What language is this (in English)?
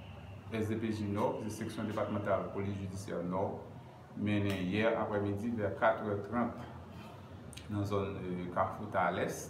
Haitian Creole